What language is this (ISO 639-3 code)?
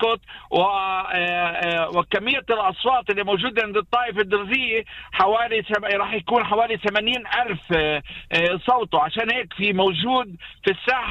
apc